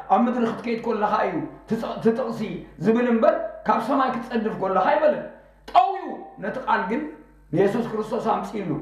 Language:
Tigrinya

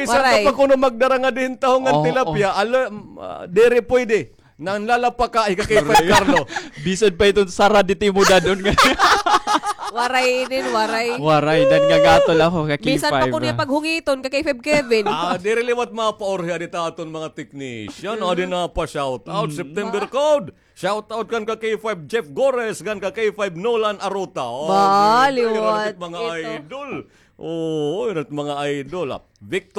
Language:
Waray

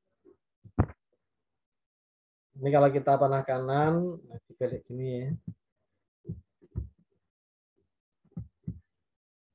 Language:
Indonesian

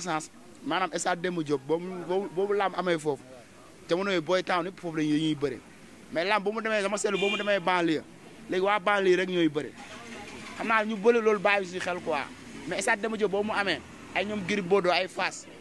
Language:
Wolof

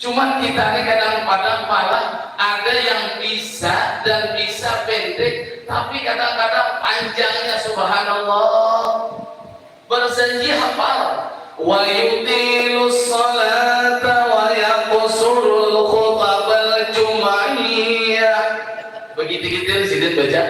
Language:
Banjar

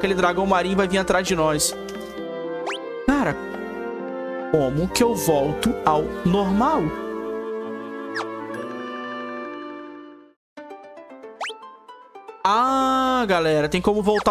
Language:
Portuguese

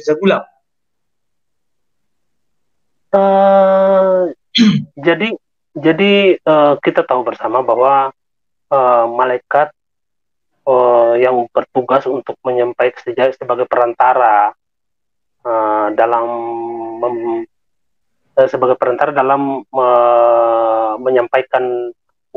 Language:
Indonesian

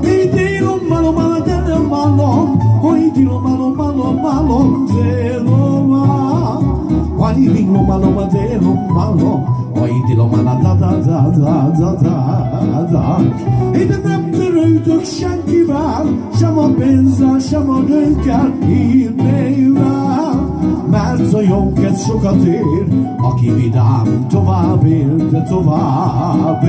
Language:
Hungarian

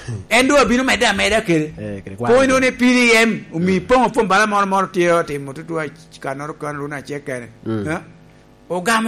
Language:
Lango (Uganda)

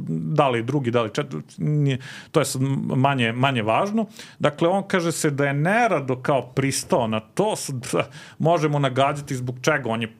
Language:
Serbian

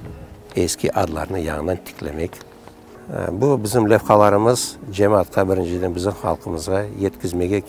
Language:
Crimean Tatar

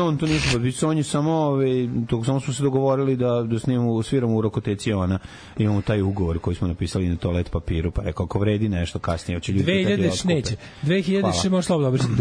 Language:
Serbian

